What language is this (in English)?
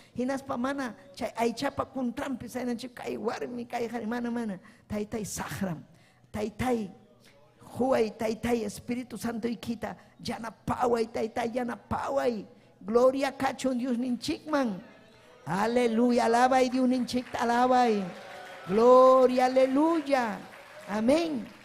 Ayacucho Quechua